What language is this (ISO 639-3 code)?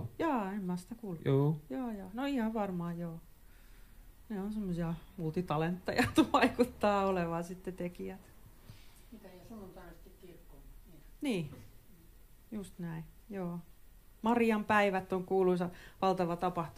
fin